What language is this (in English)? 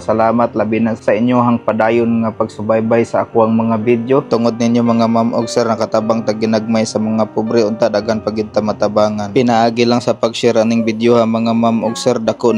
Cebuano